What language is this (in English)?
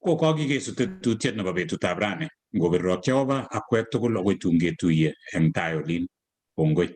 Kalenjin